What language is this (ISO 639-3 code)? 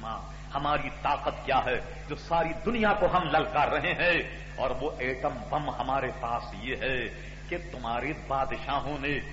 urd